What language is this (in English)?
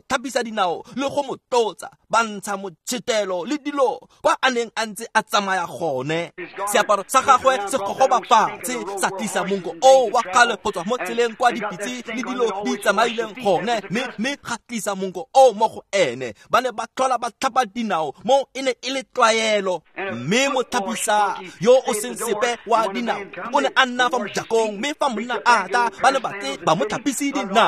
Tswana